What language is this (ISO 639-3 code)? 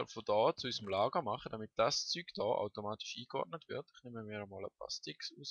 gsw